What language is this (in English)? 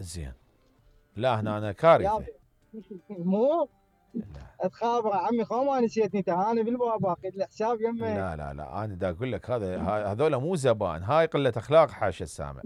Mesopotamian Arabic